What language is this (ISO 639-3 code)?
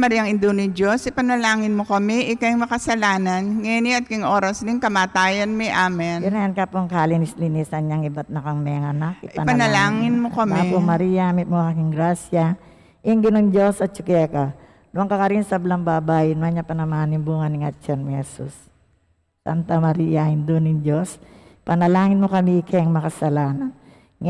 pam